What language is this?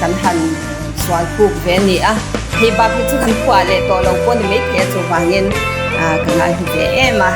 Mizo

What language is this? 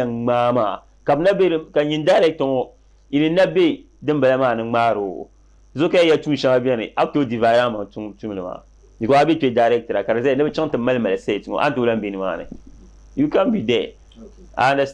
Dagbani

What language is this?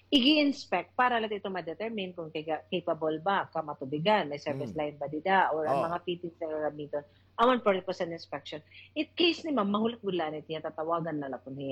Waray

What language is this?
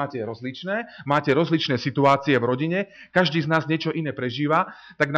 Slovak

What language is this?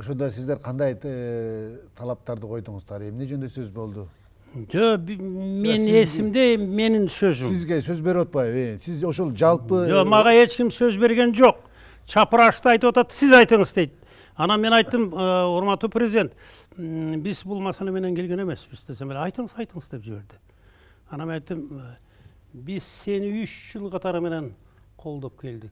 Kyrgyz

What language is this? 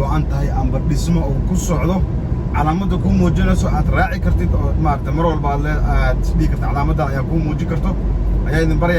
Somali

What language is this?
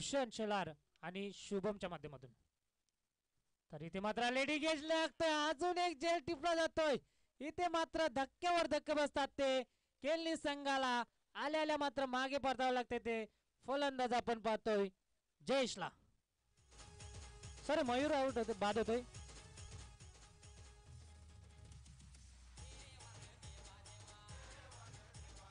Marathi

